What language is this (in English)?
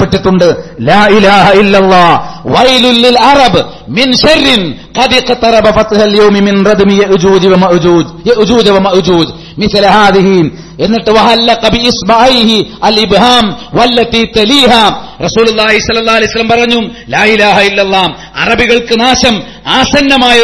Malayalam